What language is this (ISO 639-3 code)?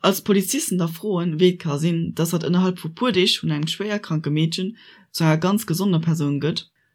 ltz